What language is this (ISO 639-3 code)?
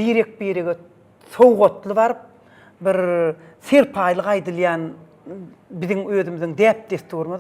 tuk